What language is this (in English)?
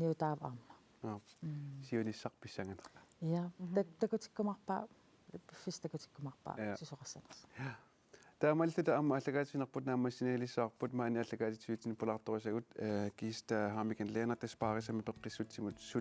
Kalaallisut